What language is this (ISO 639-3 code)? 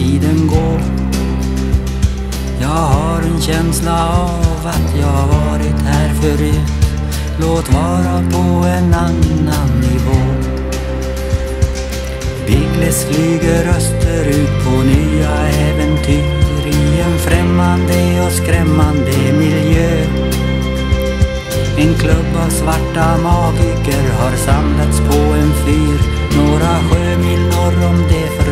swe